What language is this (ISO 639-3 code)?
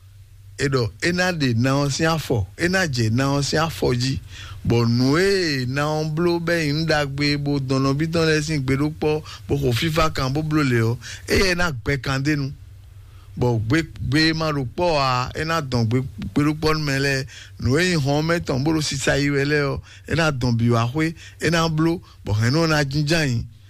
fon